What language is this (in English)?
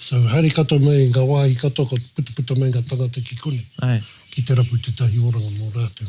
Māori